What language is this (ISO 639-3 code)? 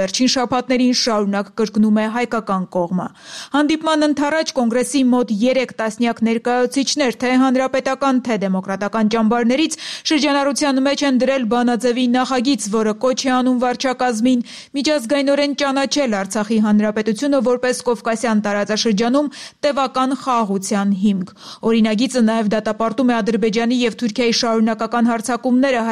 hye